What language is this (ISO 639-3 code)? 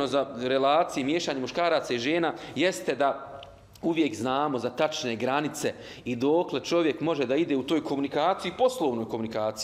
bos